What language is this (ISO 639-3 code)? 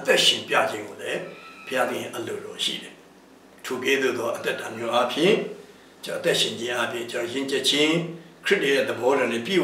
mya